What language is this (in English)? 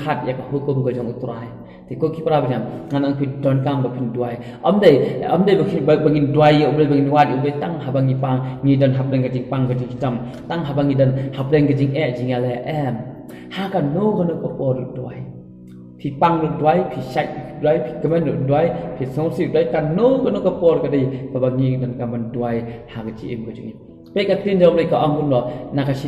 Khasi